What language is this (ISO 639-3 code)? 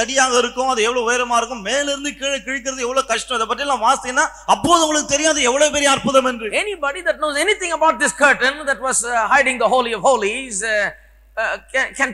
tam